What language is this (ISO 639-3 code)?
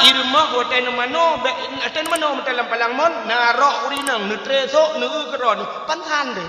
ace